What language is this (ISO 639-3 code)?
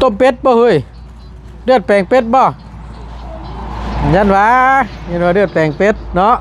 tts